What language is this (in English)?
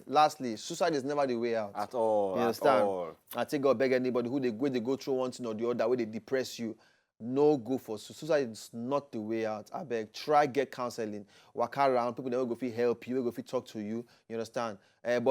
Nigerian Pidgin